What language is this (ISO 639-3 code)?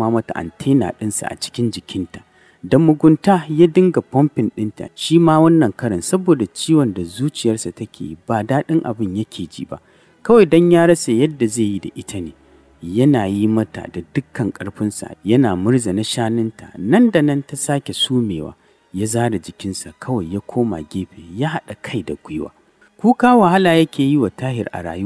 hau